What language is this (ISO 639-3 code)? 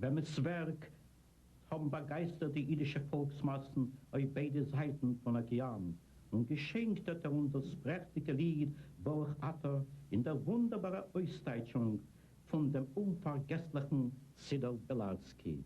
yid